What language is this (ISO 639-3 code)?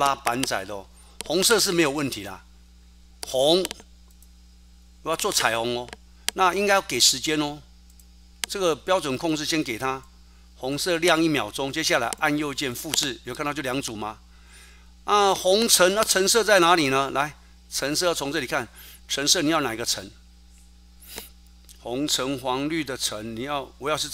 zho